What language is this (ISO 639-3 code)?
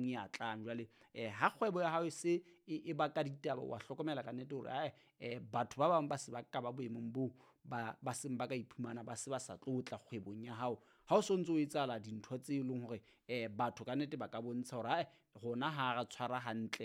sot